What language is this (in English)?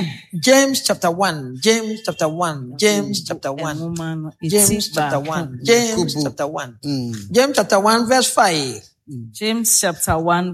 Akan